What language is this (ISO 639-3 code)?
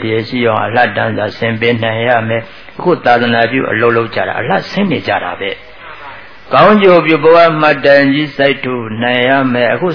mya